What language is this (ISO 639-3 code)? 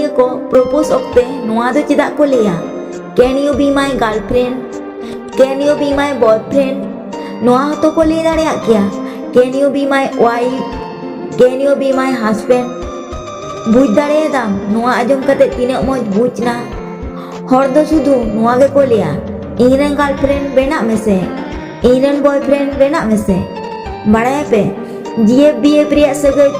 sat